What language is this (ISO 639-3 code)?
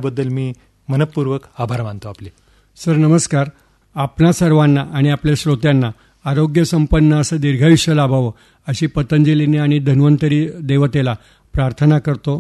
mar